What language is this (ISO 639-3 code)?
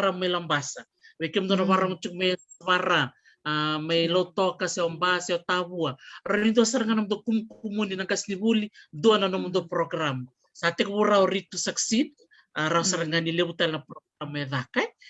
fij